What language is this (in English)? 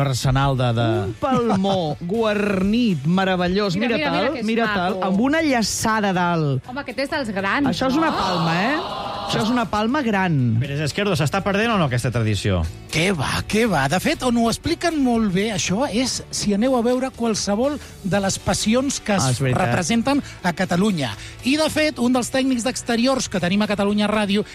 Catalan